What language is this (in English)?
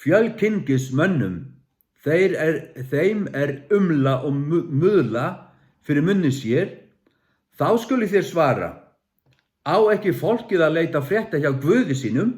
Faroese